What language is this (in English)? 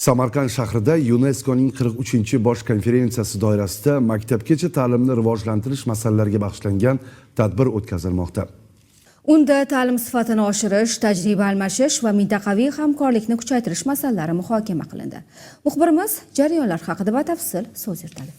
Uzbek